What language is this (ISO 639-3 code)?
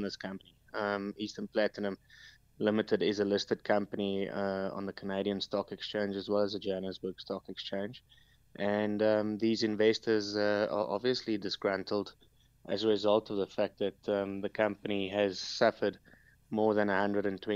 eng